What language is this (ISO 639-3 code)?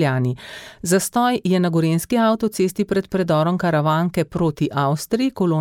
slv